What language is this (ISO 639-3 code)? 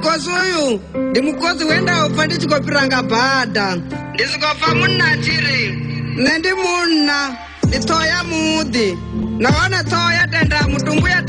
ven